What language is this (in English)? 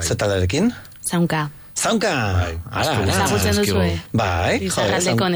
Basque